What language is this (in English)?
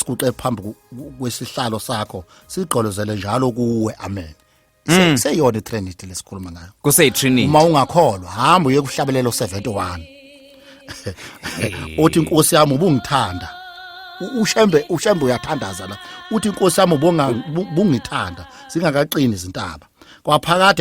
Zulu